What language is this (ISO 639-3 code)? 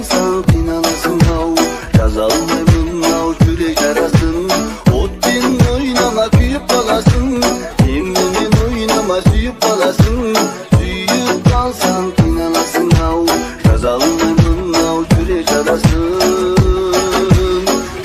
kaz